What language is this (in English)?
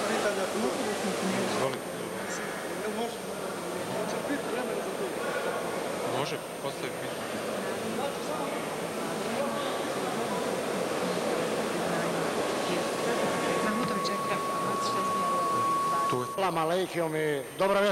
Bosnian